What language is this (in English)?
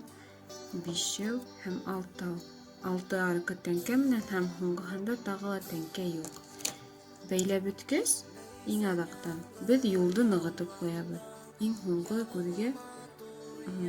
Bashkir